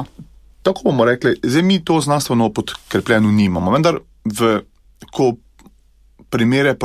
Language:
Slovenian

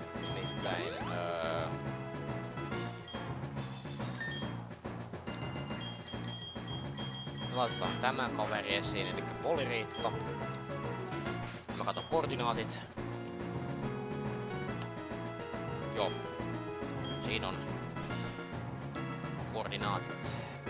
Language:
Finnish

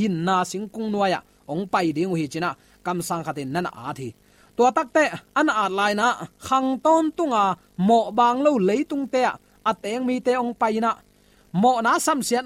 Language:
Tedim Chin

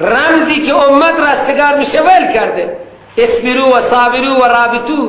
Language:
Persian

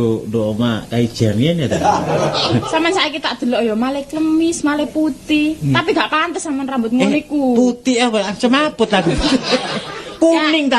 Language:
Javanese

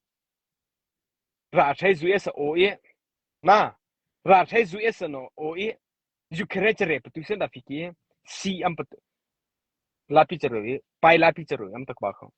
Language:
Mara Chin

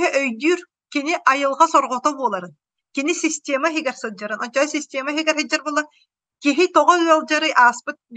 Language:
Yakut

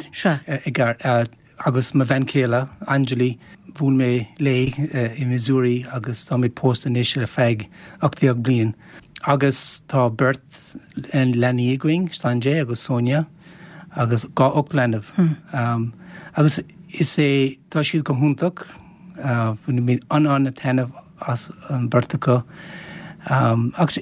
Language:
Irish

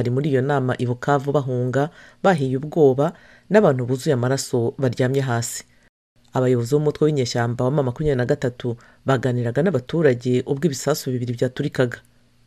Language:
Kinyarwanda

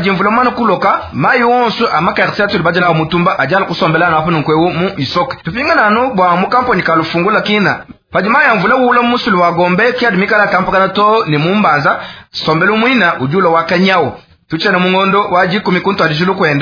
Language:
Luba-Lulua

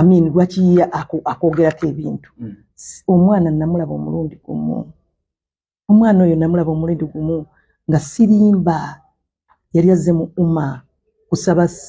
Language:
Ganda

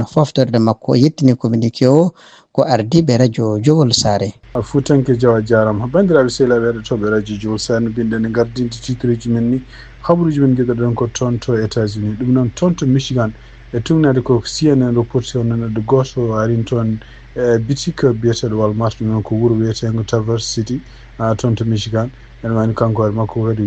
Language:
Fula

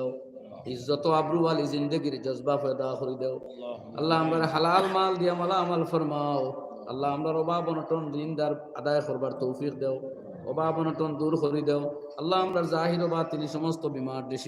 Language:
Sylheti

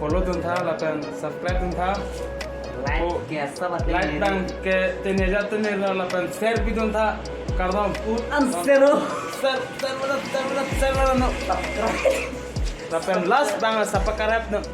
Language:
Karbi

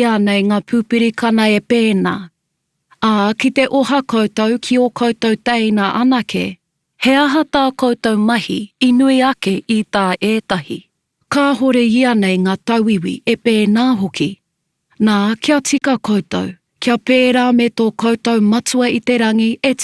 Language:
Māori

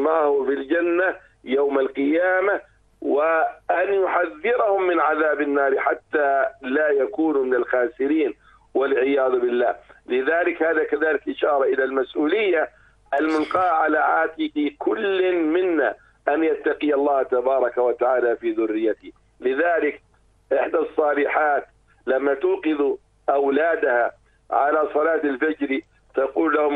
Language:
Arabic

